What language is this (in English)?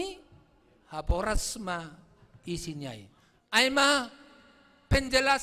Batak Simalungun